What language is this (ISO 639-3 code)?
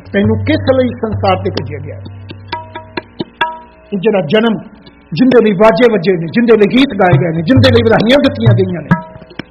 pan